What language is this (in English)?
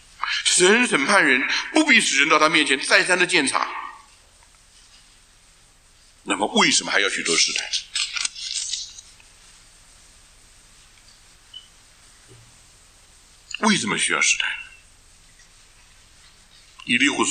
Chinese